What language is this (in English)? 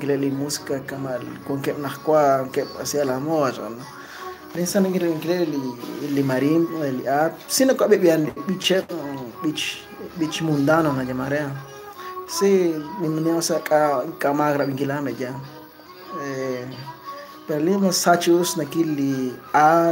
Kekchí